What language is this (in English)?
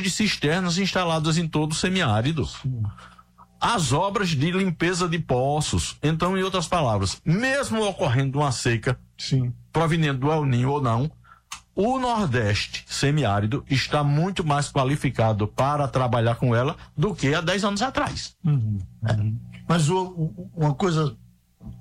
Portuguese